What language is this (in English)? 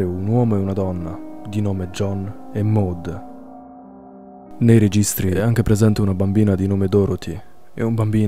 Italian